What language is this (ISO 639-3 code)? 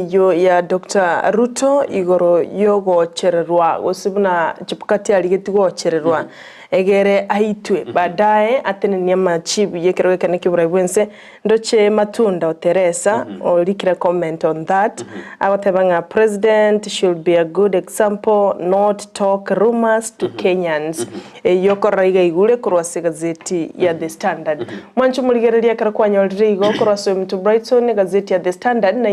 guz